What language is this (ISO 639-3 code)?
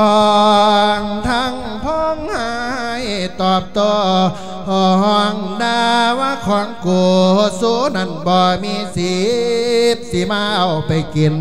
lao